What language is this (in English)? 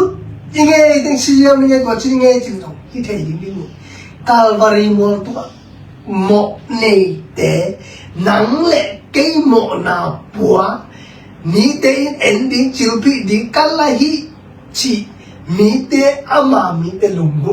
Tedim Chin